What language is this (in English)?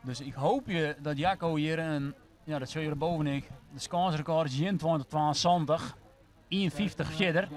Western Frisian